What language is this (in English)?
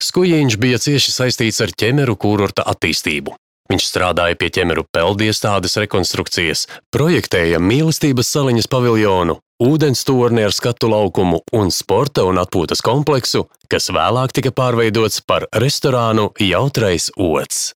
Latvian